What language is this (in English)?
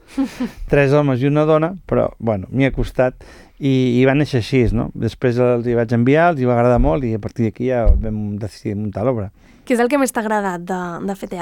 Catalan